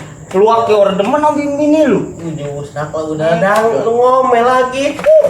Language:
Betawi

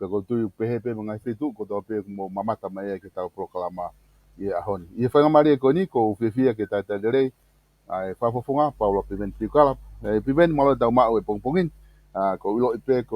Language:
Tongan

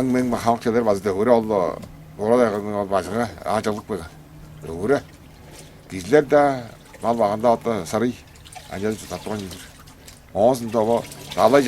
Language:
Tuvinian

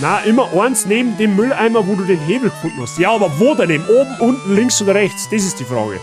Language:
Bavarian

